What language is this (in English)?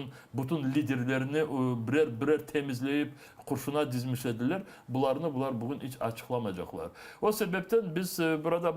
Crimean Tatar